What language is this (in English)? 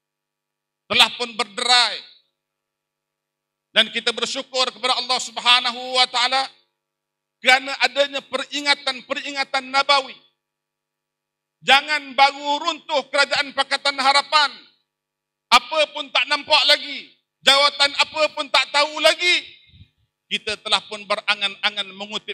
Malay